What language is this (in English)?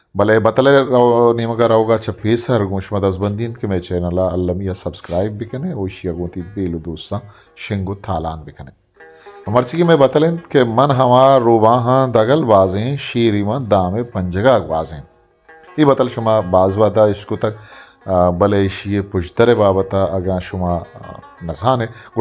Eastern Balochi